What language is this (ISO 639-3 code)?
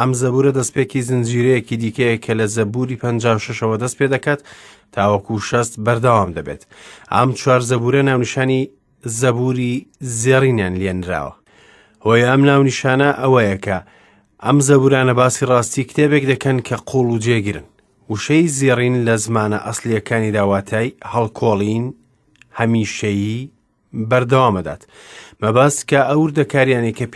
ckb